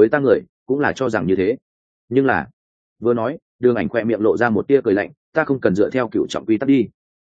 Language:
Vietnamese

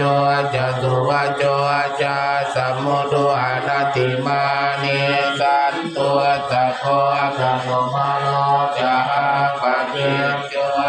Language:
Pali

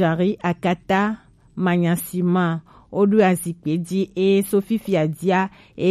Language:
Gen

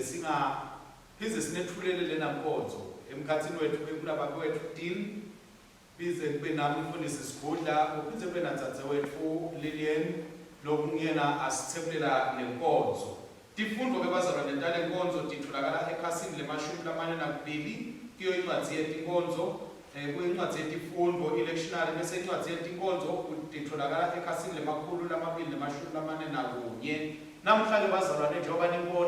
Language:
Swati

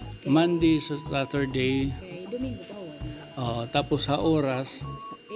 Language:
Waray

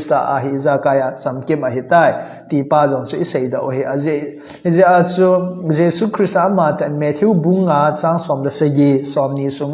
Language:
Thado Chin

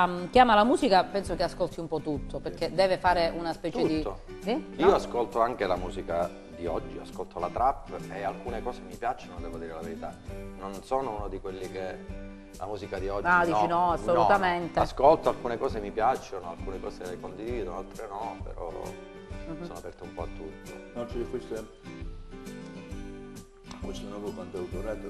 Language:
Italian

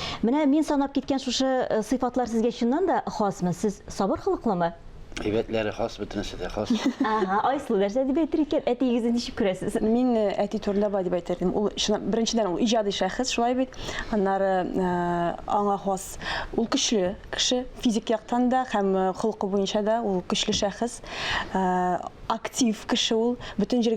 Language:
Tatar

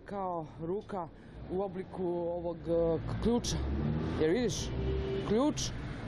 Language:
Serbian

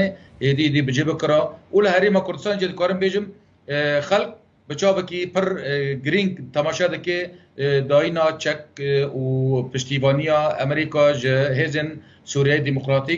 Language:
Kurdish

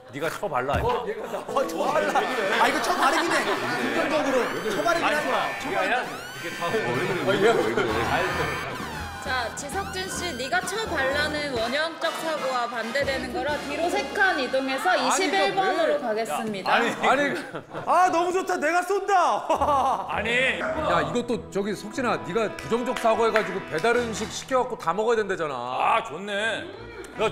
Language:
Korean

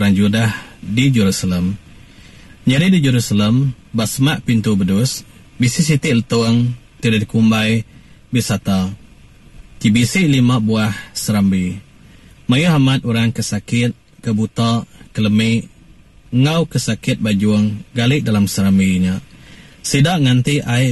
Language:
Iban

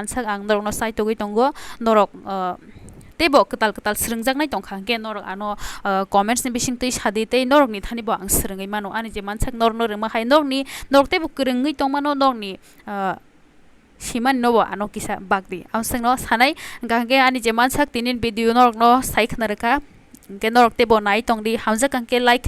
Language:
Kok Borok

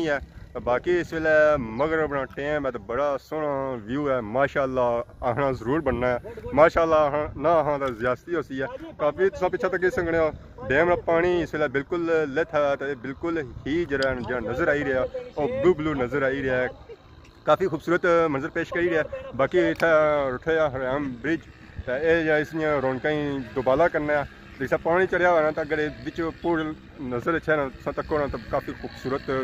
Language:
Pahari-Potwari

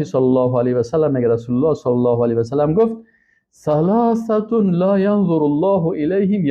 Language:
Persian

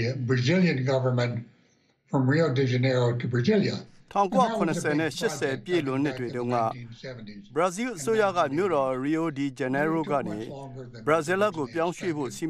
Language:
Burmese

